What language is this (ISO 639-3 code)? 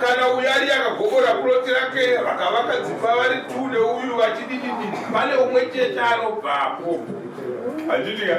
sna